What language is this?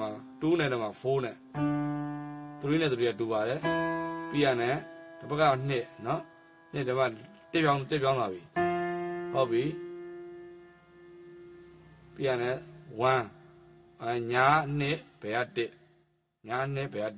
Burmese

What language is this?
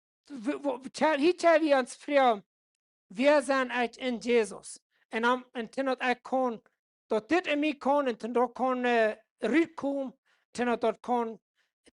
Plautdietsch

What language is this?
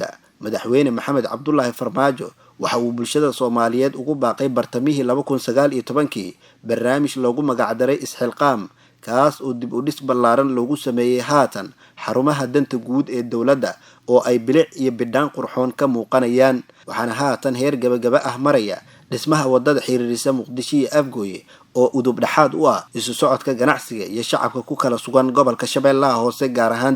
Somali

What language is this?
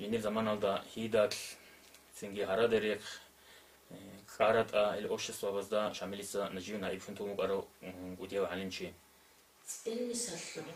Avaric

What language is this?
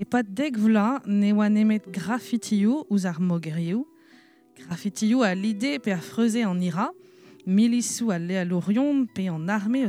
Breton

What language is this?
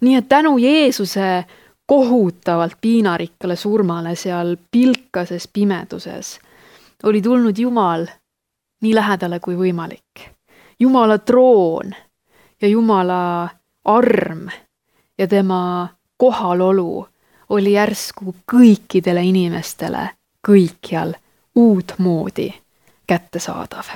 Estonian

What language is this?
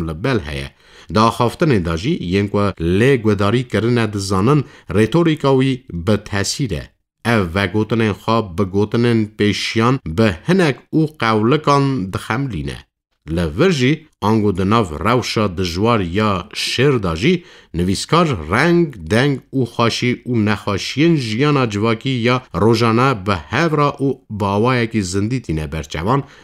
Kurdish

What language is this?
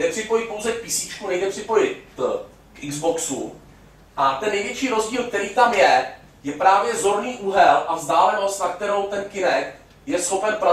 Czech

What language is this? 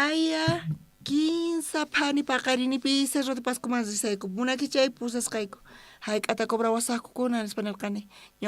South Bolivian Quechua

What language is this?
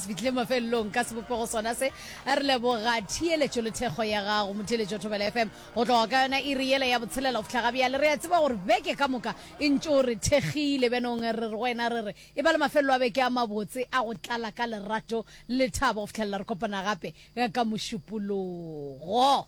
Northern Sotho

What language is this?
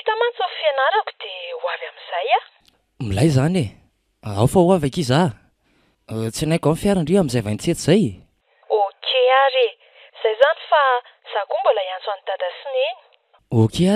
Malagasy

